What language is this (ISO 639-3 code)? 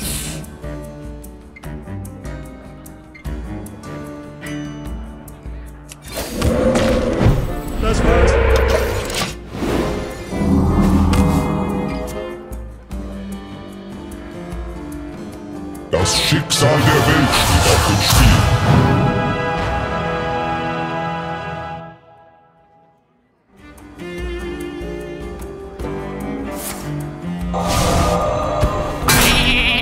deu